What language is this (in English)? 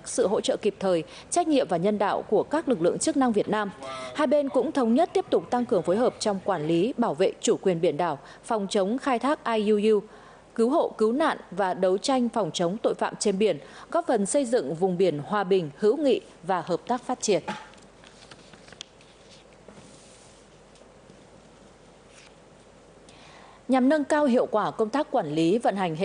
Vietnamese